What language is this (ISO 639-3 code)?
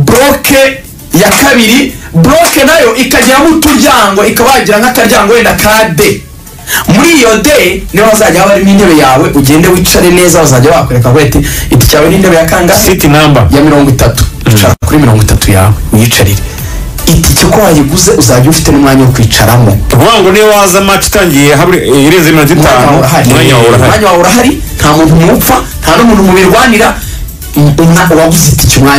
kin